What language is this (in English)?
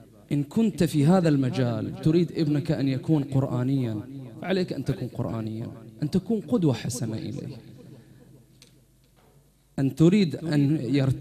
Arabic